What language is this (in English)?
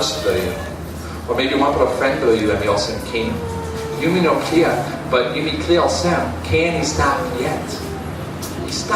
Tok Pisin